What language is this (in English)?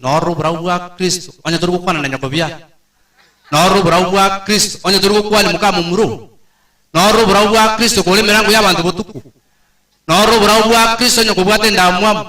Gusii